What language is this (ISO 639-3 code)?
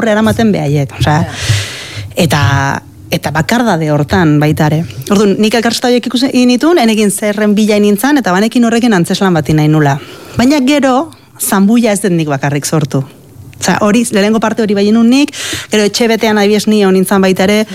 eus